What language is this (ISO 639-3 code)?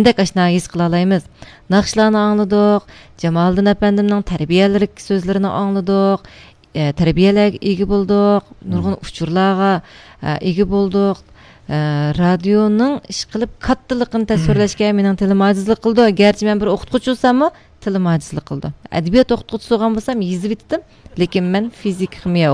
uig